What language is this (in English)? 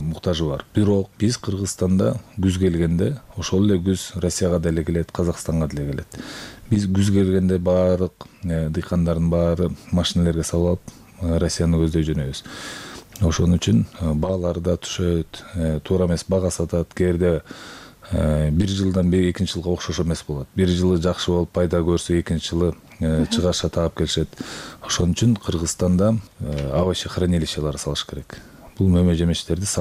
Kyrgyz